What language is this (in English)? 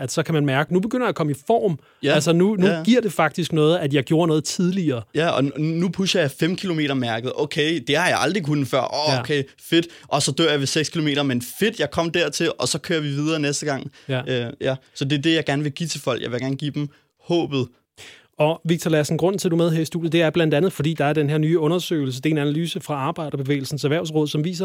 Danish